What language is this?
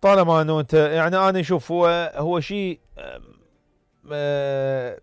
Mesopotamian Arabic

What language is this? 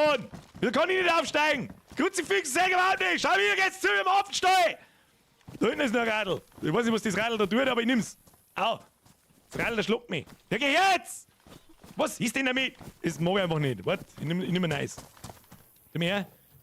Bavarian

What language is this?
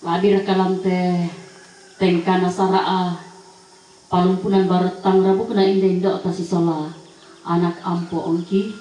Toraja-Sa'dan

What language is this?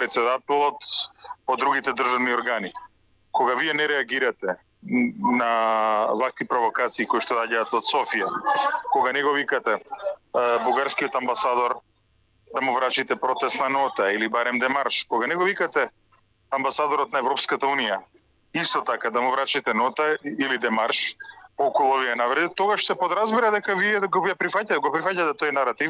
Macedonian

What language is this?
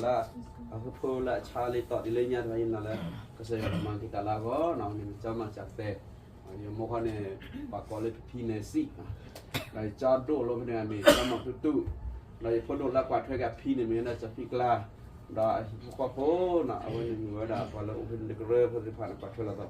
S'gaw Karen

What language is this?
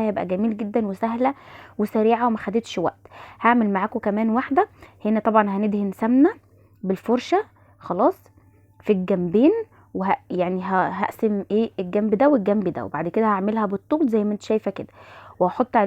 Egyptian Arabic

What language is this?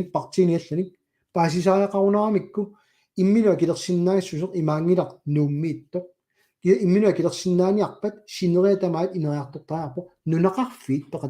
Kalaallisut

